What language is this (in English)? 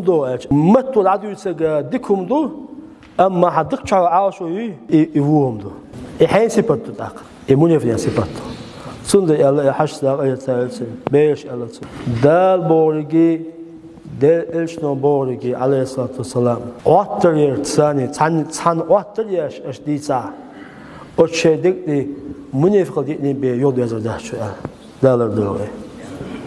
Chechen